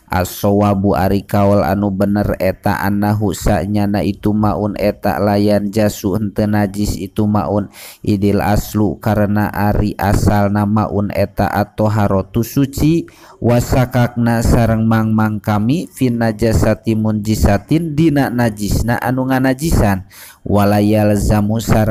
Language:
Sundanese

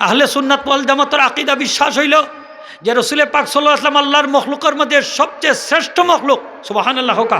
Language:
Sylheti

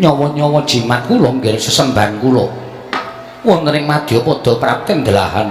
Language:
Javanese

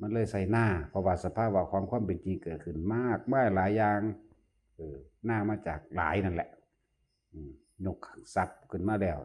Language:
Northeastern Thai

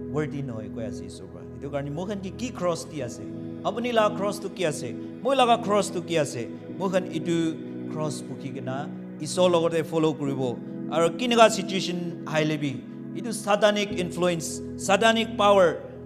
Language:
Naga Pidgin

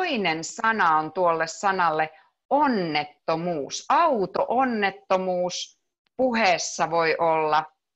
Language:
Finnish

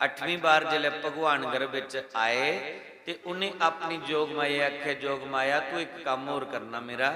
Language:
Dogri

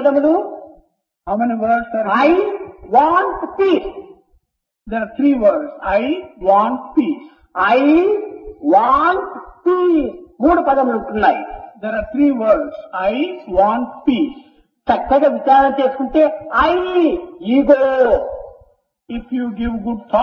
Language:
Telugu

